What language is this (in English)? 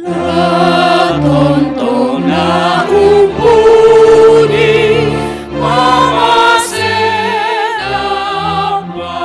Toraja-Sa'dan